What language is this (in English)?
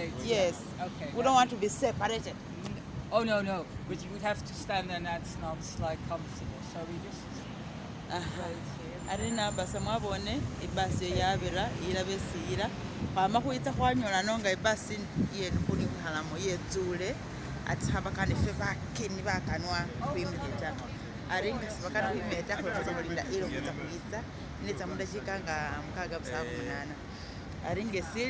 Masaaba